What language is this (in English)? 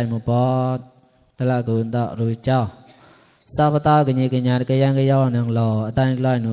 Mon